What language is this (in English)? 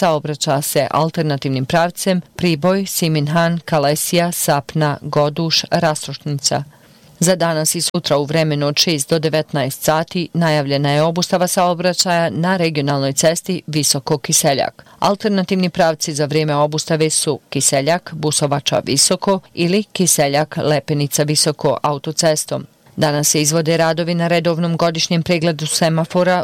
Bosnian